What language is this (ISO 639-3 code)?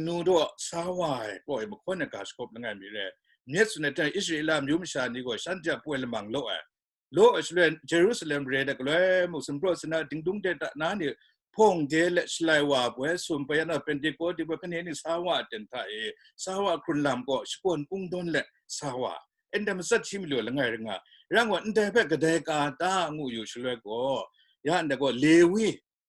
kac